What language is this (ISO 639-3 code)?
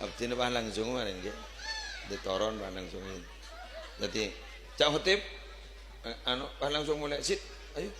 mad